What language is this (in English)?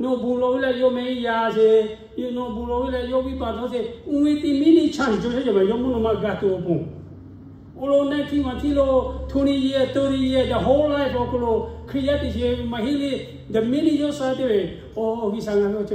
Lahu